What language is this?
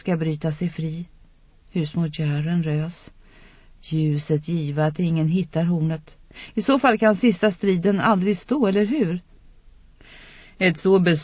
Swedish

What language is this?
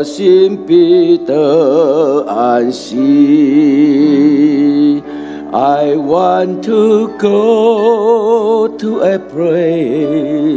Chinese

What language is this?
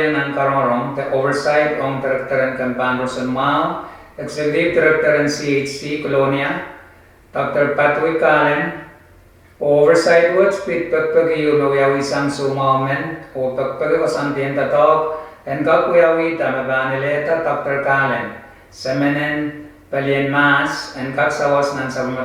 Pohnpeian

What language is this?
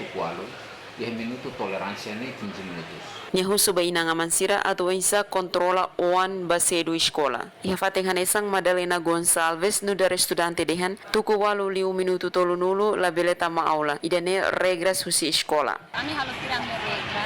Tetum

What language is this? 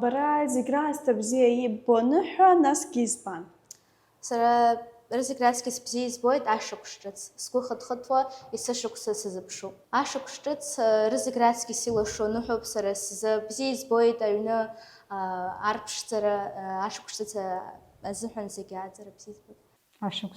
Abkhazian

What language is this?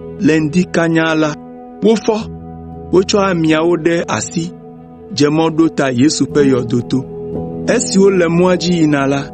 Ewe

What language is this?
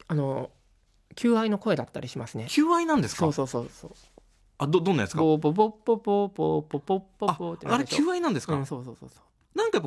Japanese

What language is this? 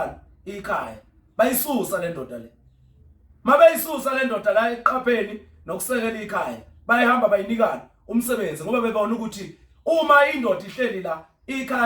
Zulu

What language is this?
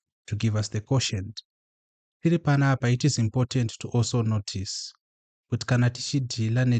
Shona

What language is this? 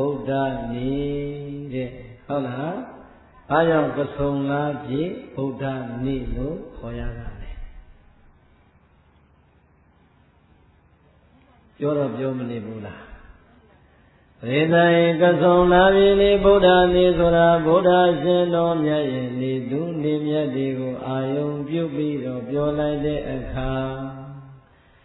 Burmese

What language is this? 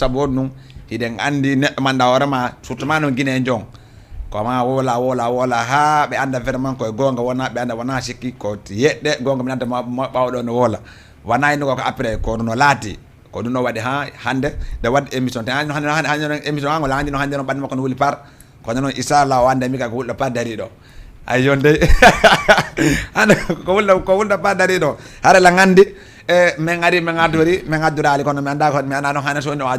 Fula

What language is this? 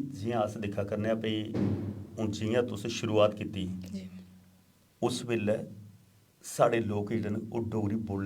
Dogri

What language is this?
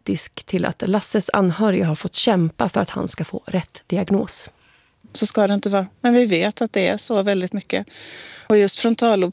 Swedish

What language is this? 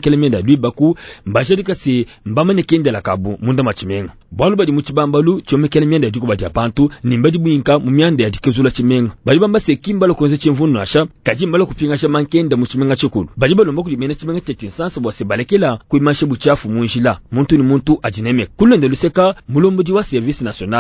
Luba-Lulua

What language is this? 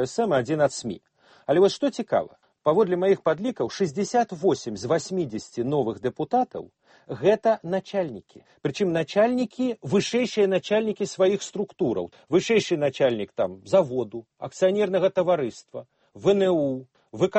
Belarusian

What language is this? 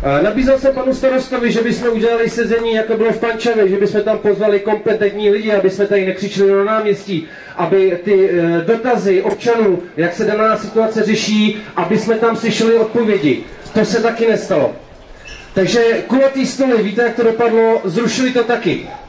Czech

